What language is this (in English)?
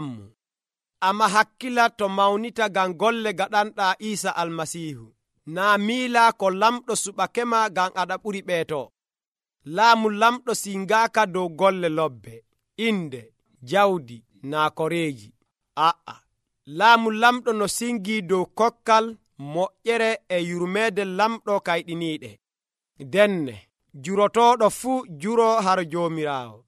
Nigerian Fulfulde